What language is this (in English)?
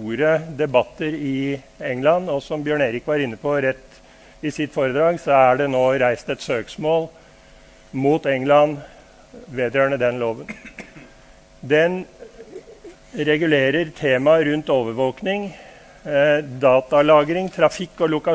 Norwegian